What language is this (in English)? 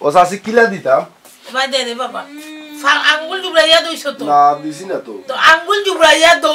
Sylheti